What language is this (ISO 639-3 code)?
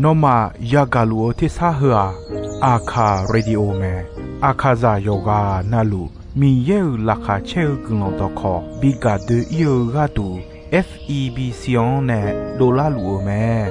ahk